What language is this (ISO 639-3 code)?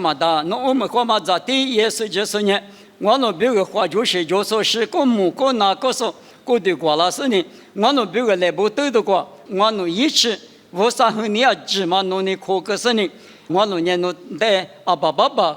lis